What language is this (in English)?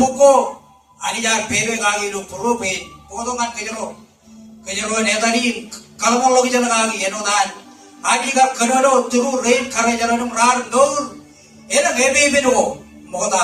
Marshallese